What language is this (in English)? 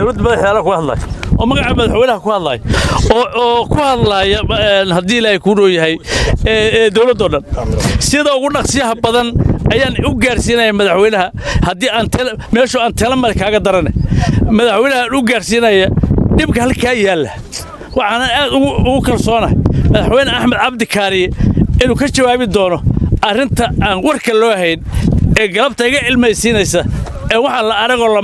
Somali